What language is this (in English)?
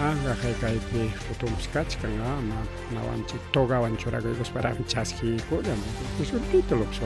Ayacucho Quechua